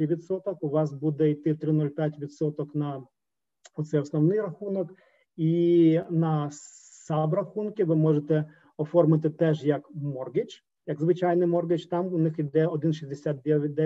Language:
Ukrainian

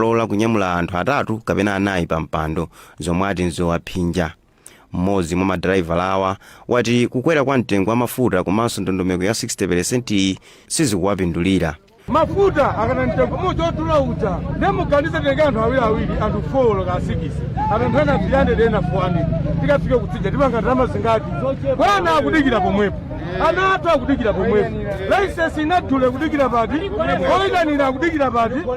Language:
Nyanja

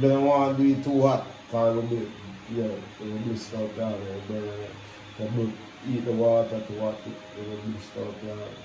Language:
Jamaican Creole English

